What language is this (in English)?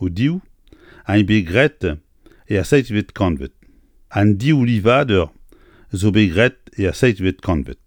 Breton